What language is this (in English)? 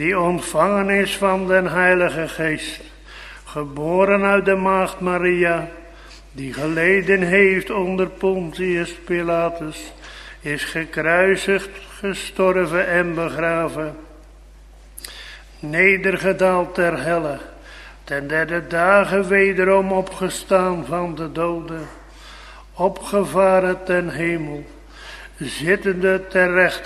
Dutch